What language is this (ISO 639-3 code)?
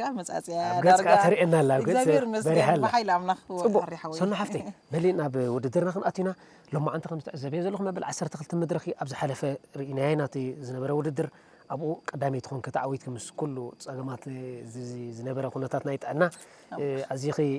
tir